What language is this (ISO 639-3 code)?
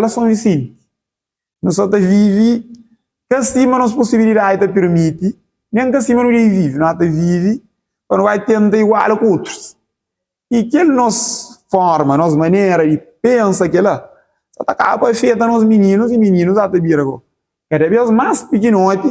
kea